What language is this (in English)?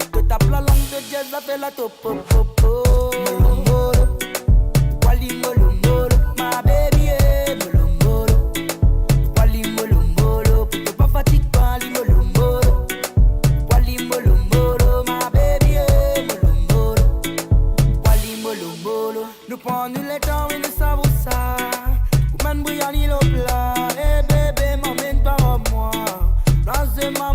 Morisyen